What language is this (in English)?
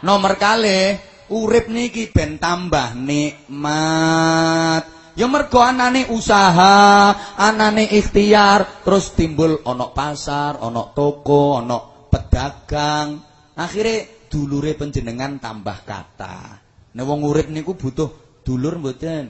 Javanese